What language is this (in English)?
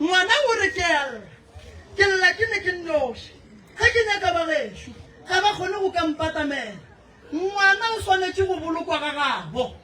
Northern Sotho